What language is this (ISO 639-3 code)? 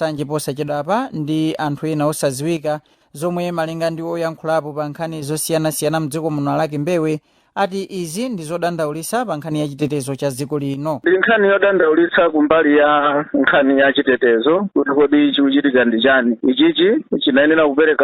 nya